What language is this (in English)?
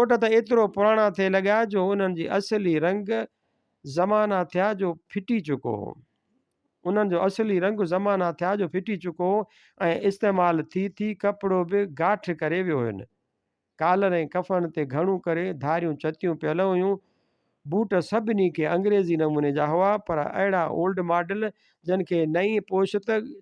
Sindhi